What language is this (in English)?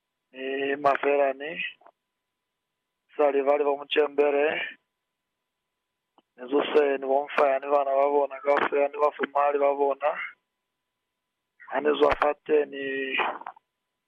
Lozi